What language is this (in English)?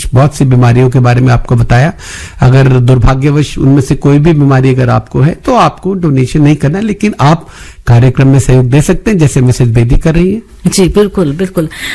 Hindi